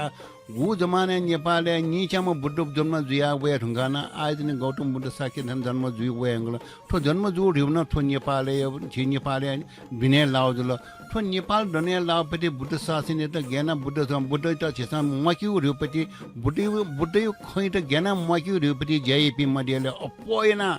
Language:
Newari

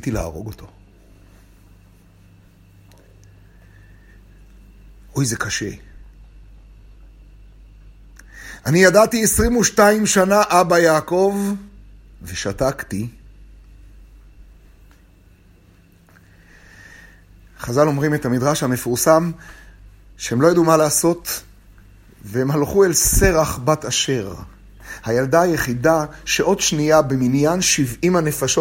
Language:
Hebrew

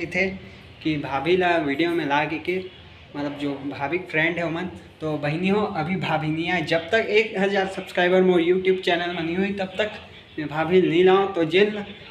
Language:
Chhattisgarhi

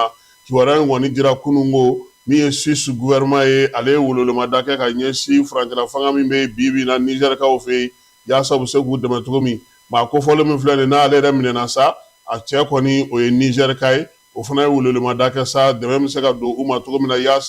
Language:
Bambara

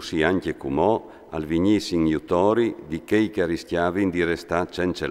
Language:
Friulian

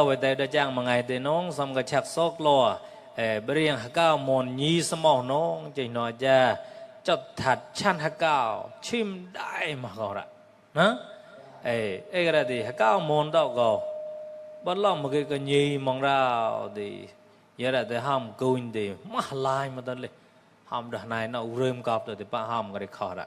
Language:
Mon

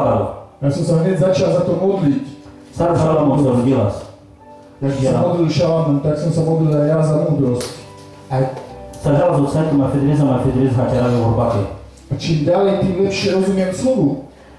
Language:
Slovak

